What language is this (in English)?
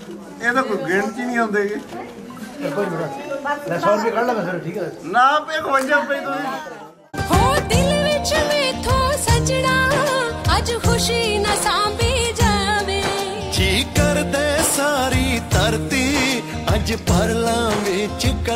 Punjabi